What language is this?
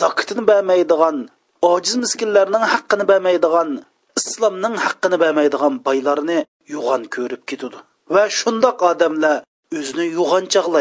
Uyghur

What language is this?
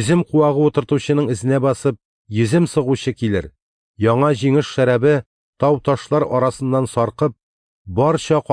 Tatar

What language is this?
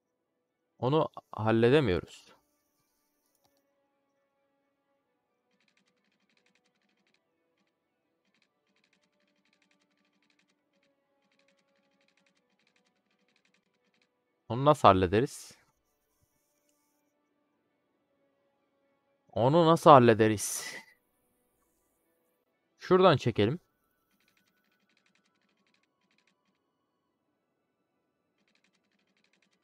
Turkish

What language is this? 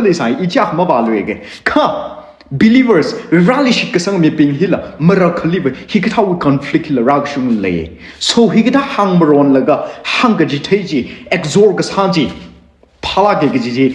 Tangkhul Naga (India)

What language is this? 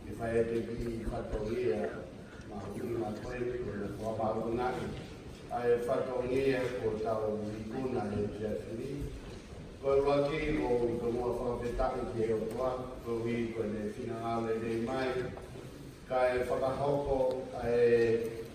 Tongan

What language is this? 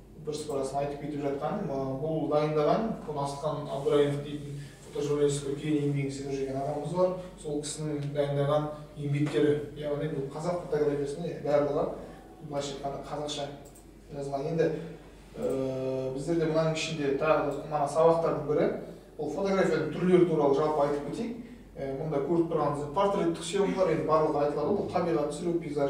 Kazakh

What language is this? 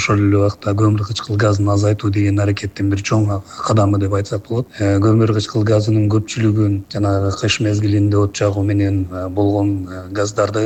Kyrgyz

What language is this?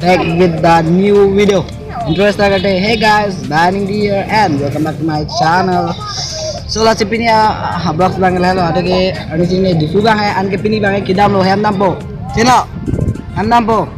Karbi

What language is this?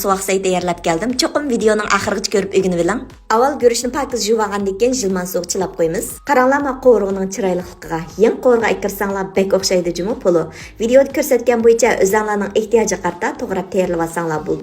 Uyghur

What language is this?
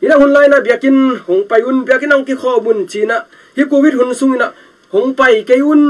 Tedim Chin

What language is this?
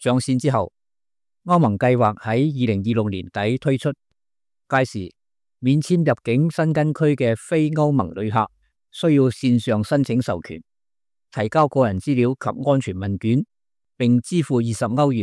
Cantonese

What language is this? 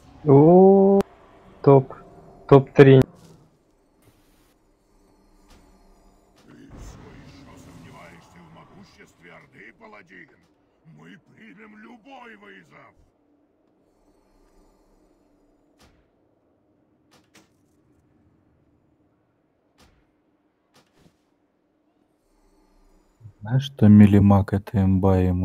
Russian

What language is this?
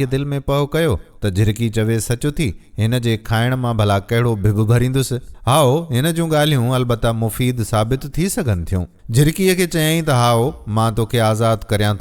Sindhi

